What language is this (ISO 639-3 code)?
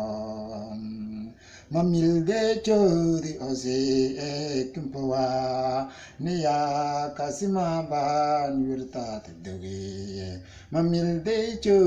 mfz